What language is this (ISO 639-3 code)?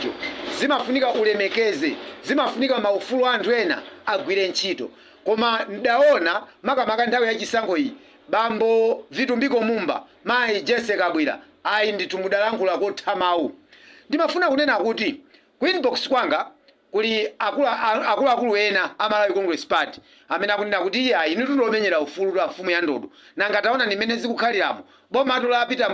nya